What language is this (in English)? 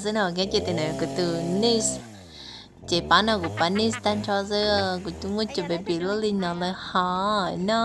Hmong